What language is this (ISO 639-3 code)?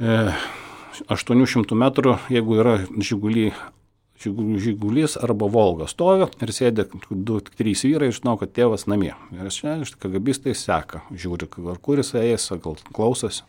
lit